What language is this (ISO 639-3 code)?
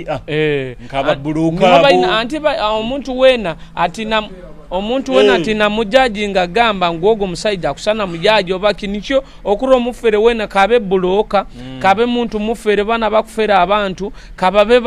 nyo